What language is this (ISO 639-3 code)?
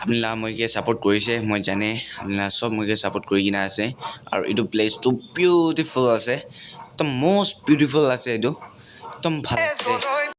nag